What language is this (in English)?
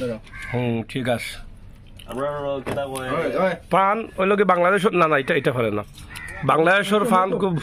Sylheti